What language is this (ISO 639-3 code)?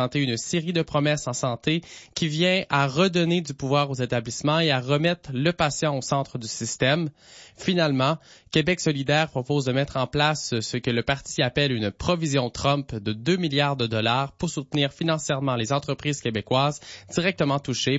fra